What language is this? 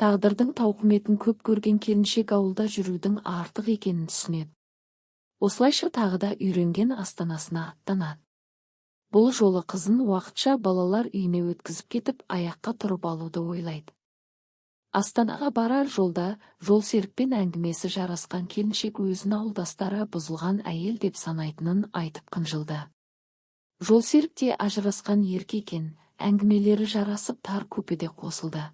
Kazakh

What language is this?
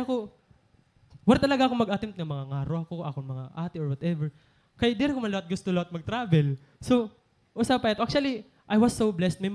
Waray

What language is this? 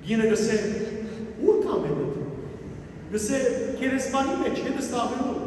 Western Armenian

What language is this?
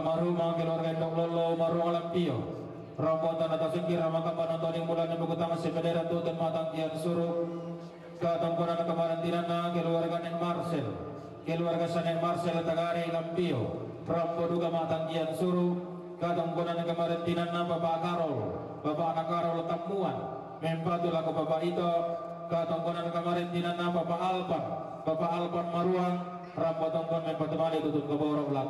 Toraja-Sa'dan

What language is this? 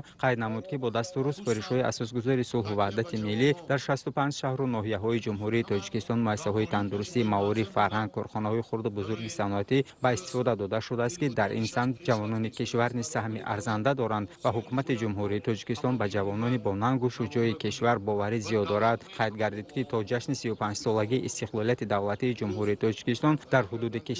Tajik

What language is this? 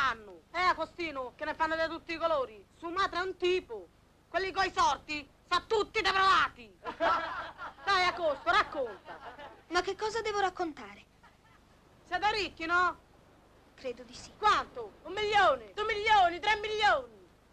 Italian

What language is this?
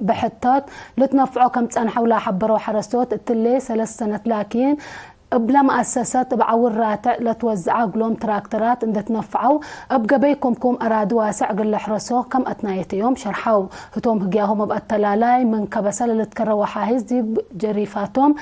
Tigre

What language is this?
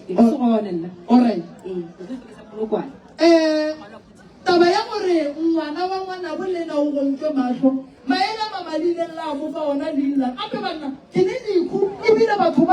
Northern Sotho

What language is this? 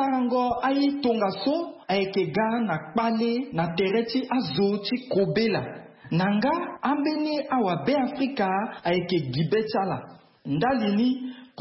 Sango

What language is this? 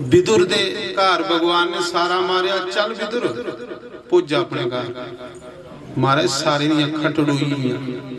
Dogri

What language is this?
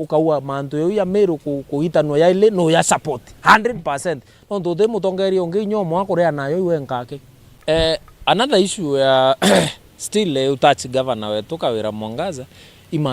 Meru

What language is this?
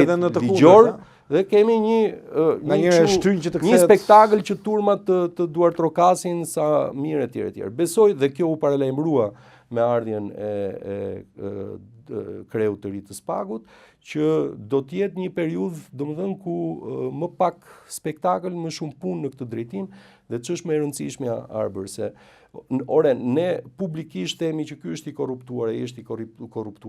Albanian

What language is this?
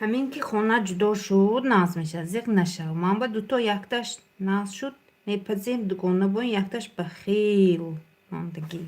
Tajik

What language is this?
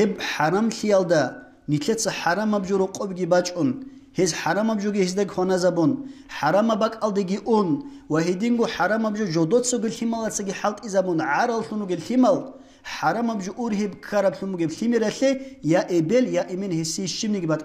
Avaric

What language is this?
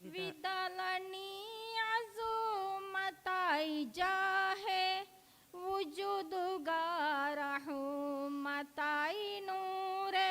Divehi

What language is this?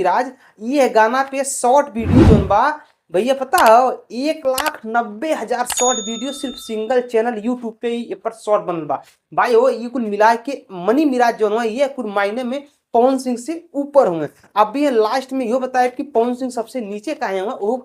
Bhojpuri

